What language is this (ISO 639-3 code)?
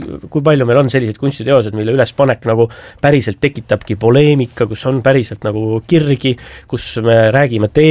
est